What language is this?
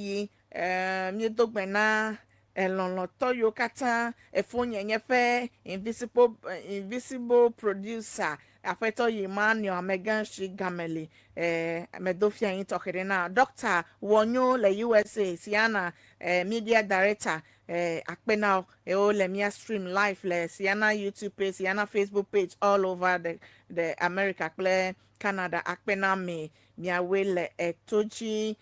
Ewe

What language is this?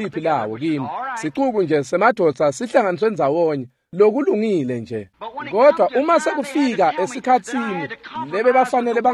Swati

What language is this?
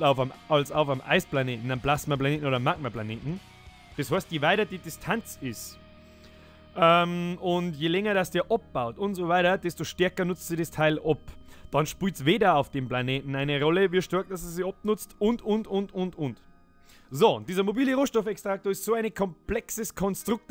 Bavarian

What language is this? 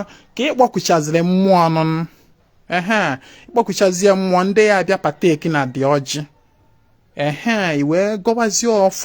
Igbo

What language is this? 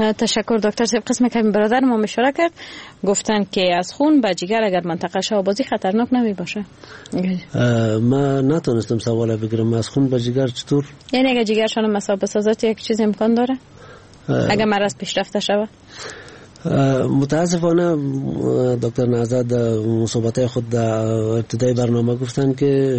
Persian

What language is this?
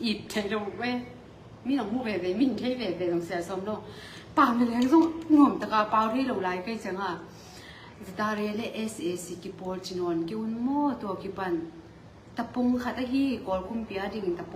Tedim Chin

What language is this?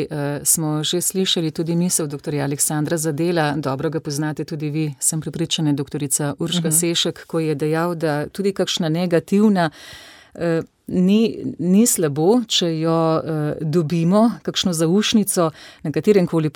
Slovenian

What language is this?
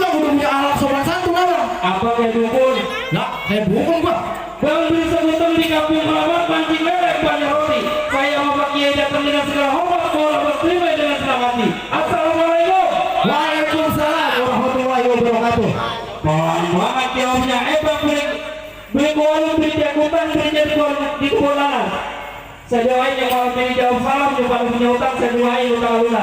Betawi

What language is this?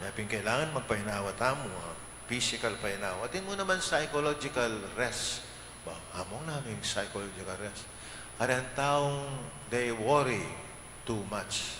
Pampanga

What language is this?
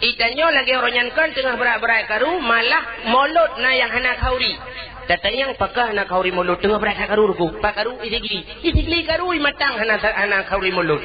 Achinese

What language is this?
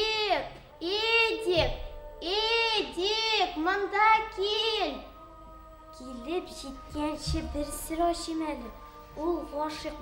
Bashkir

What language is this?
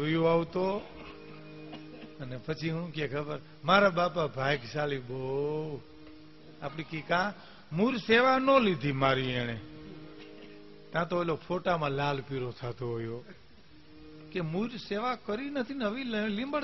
Gujarati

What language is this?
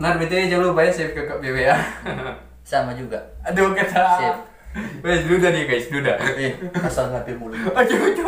Manado Malay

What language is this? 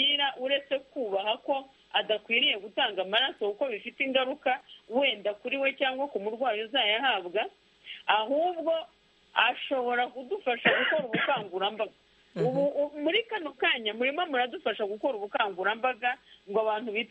Kinyarwanda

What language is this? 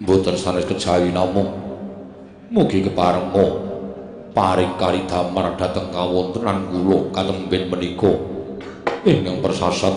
Javanese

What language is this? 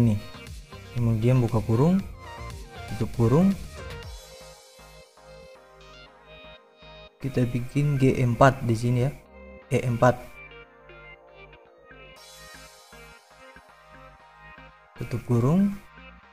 Indonesian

